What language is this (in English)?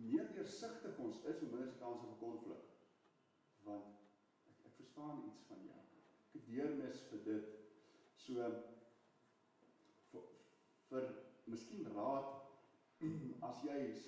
Afrikaans